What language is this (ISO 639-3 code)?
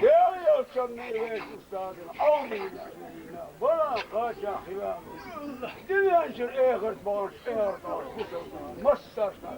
che